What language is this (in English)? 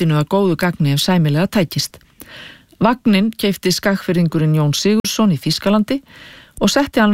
Icelandic